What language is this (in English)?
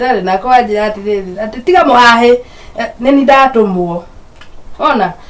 Kikuyu